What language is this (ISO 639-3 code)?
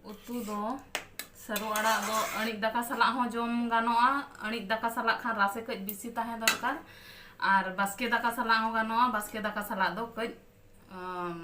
sat